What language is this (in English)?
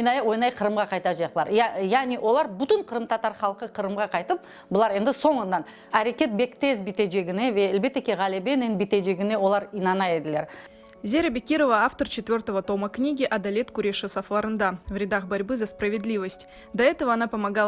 Crimean Tatar